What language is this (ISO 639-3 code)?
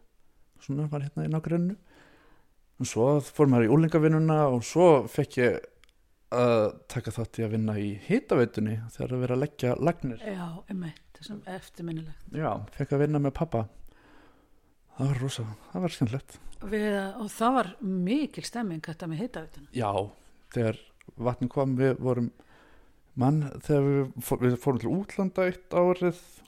isl